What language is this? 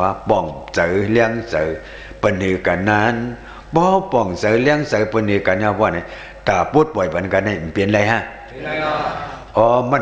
Shan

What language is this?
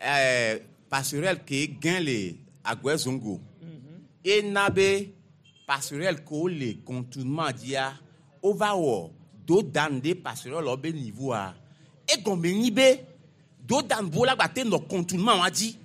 Gen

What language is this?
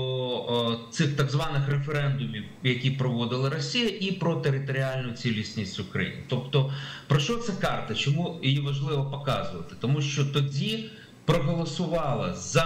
Ukrainian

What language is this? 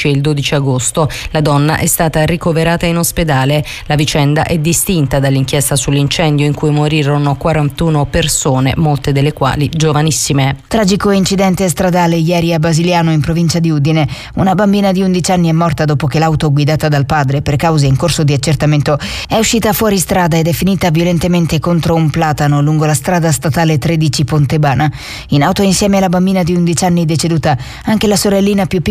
Italian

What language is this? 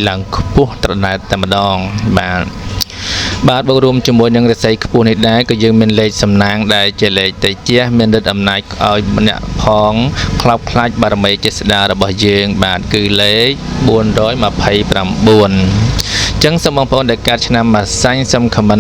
Khmer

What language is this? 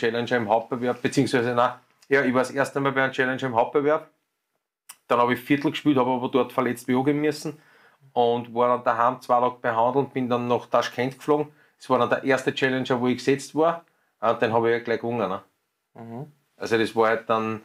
German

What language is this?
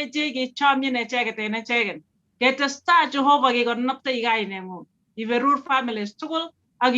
Kalenjin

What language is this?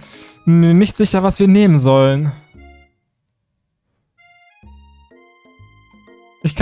German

